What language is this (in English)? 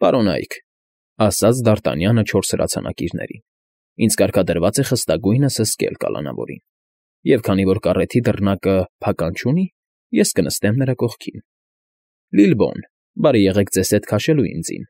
Armenian